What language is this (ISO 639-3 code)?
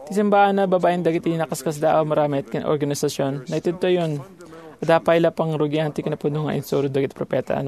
ilo